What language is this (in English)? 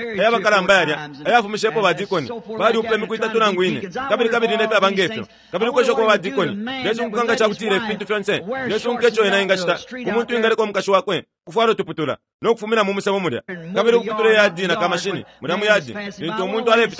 Bemba